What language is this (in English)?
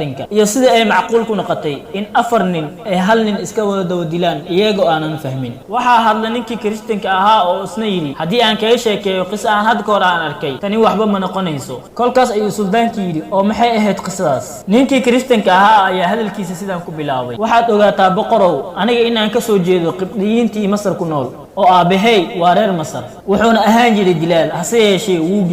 Somali